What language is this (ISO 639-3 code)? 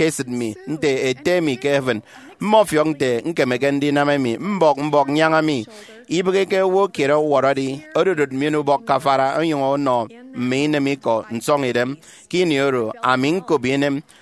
efi